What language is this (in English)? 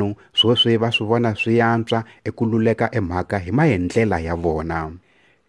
Tsonga